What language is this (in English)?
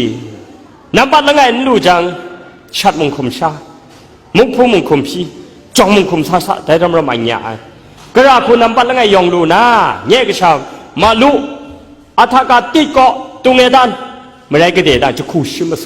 Kachin